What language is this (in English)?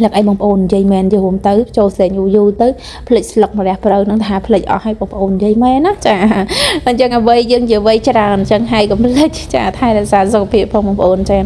Khmer